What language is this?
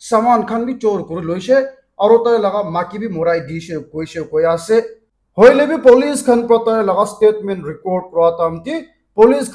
Naga Pidgin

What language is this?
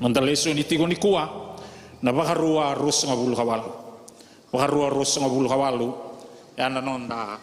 Fijian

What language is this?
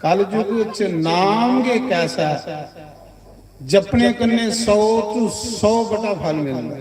Dogri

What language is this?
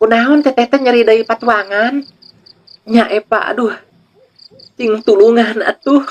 Sundanese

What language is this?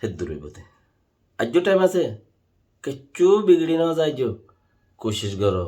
Rohingya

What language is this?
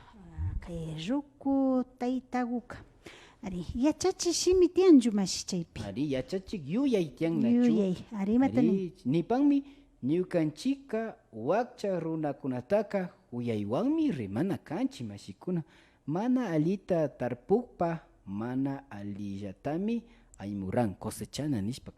Imbabura Highland Quichua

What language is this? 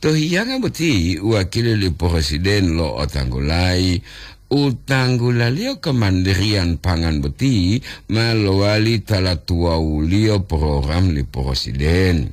Gorontalo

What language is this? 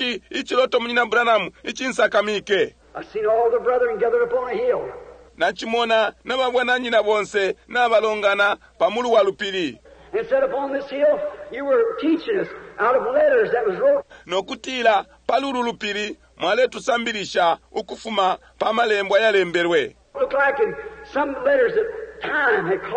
Bemba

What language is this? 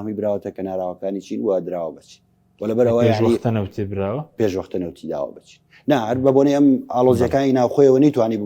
Central Kurdish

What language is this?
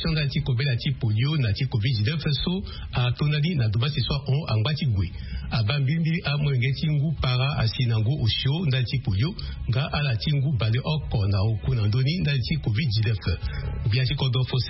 Sango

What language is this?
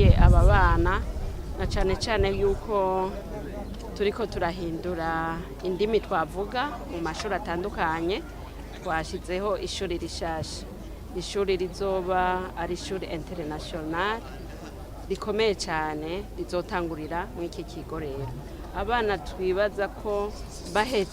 Rundi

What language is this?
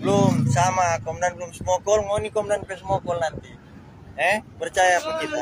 Manado Malay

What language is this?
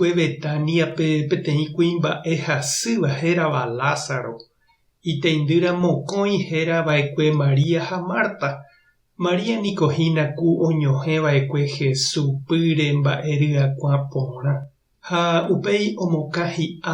Guarani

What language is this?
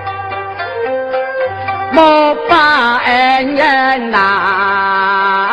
Hakka Chinese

